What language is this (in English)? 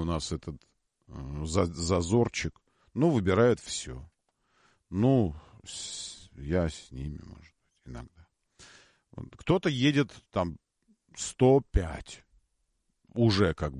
Russian